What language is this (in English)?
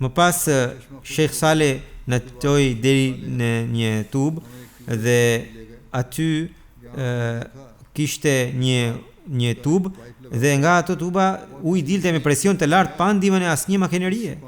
Albanian